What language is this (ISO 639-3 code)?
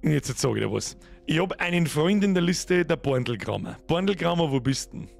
bar